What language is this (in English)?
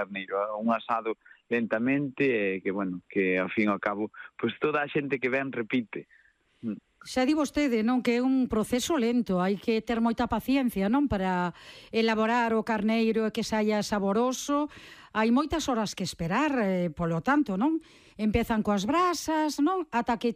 Galician